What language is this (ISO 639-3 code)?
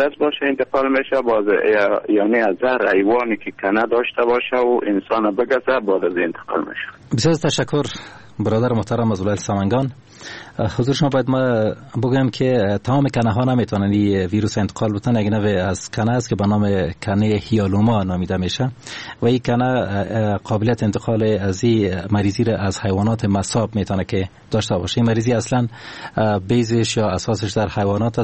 fas